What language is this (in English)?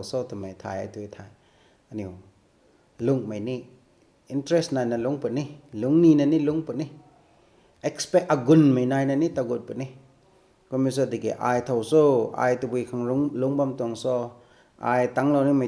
Rongmei Naga